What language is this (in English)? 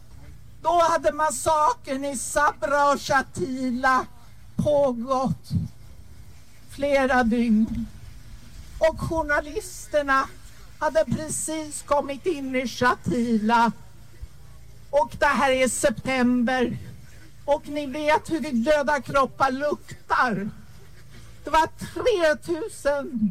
Swedish